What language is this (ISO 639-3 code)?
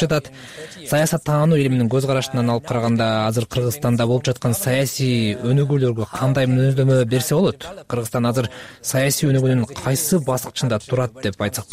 kir